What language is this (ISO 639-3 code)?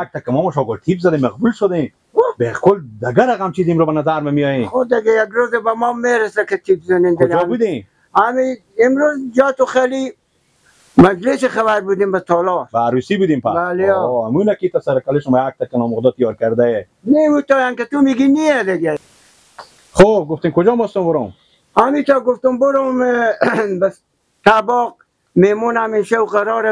fas